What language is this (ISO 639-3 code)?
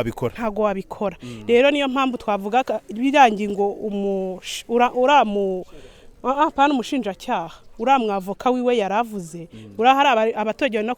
kin